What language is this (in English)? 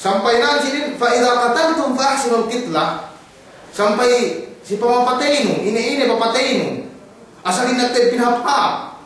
Yakan